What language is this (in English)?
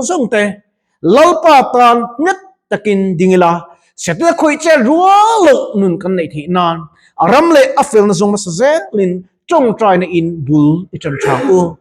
Mizo